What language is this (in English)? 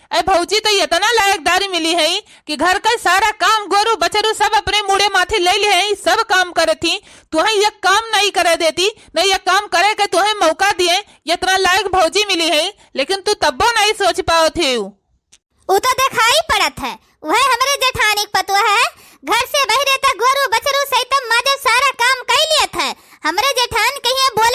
Awadhi